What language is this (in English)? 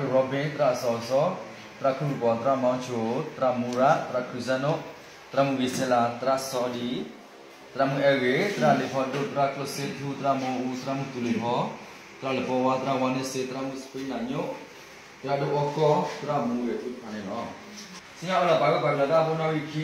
S'gaw Karen